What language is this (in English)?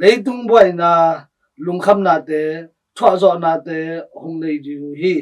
Tedim Chin